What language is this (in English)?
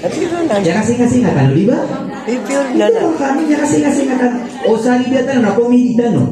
Maranao